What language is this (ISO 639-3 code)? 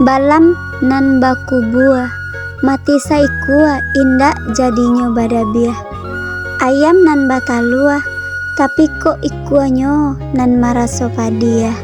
min